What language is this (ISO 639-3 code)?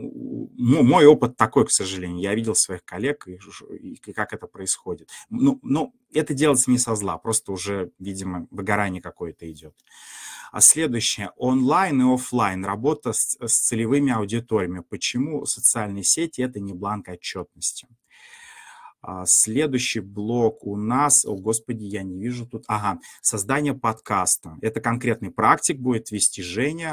rus